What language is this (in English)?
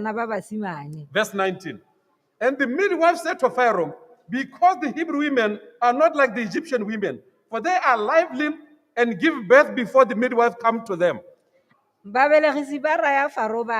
Tswana